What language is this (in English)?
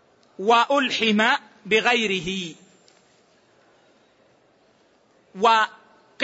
Arabic